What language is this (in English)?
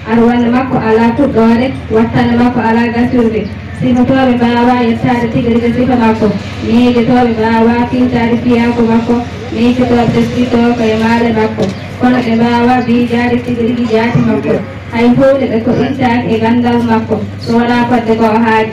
Fula